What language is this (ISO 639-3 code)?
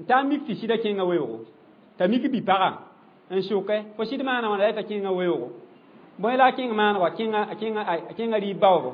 mos